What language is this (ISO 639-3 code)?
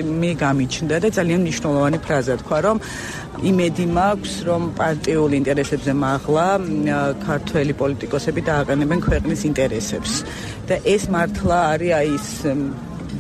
kat